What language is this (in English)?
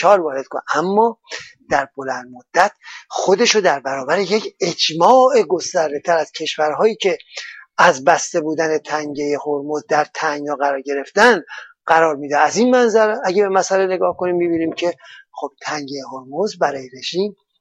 Persian